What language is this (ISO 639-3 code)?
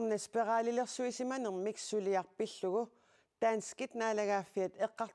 kal